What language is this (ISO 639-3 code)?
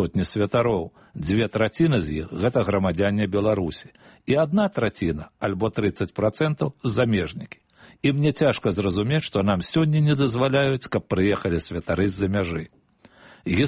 bel